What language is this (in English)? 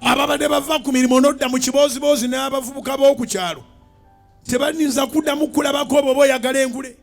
Ganda